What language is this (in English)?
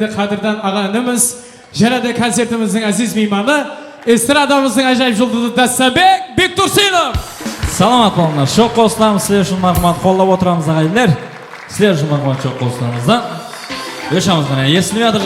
Kara-Kalpak